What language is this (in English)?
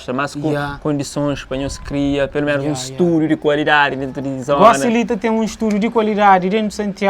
Kabuverdianu